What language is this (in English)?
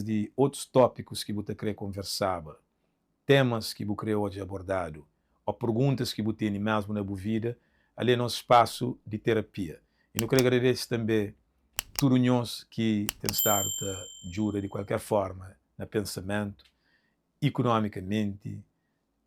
Kabuverdianu